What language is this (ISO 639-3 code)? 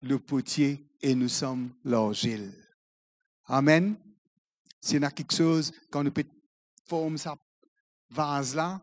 mfe